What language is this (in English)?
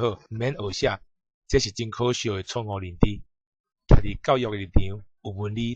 Min Nan Chinese